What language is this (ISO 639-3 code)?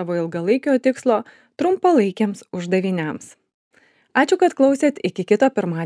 lit